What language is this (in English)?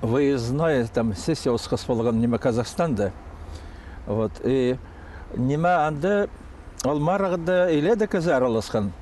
Khakas